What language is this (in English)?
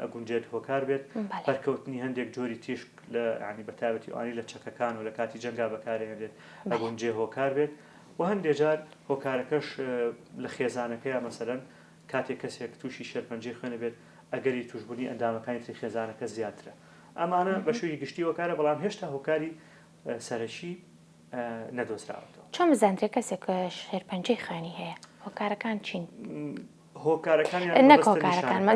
Central Kurdish